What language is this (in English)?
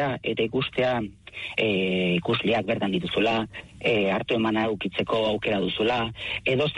Basque